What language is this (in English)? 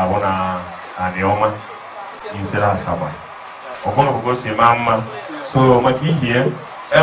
Igbo